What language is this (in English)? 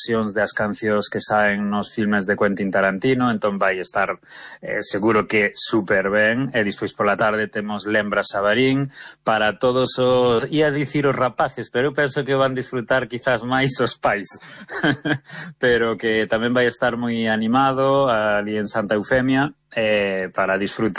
Galician